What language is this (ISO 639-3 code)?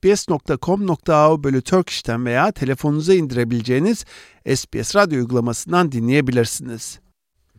tur